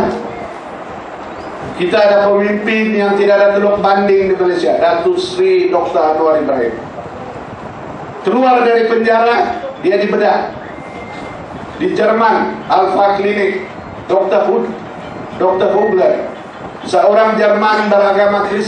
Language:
Malay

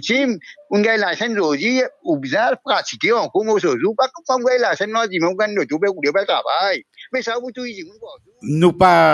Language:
Morisyen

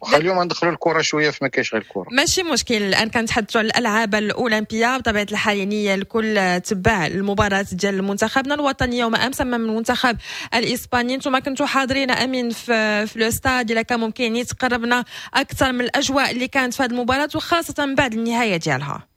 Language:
Moroccan Arabic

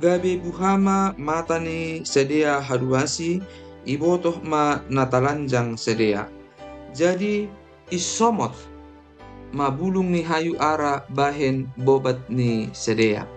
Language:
Batak Simalungun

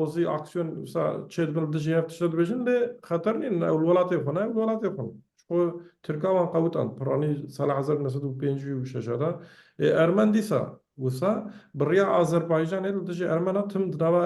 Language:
Kurdish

